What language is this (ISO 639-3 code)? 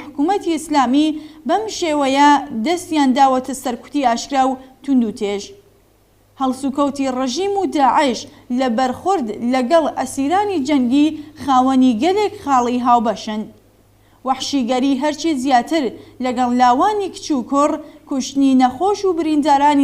ckb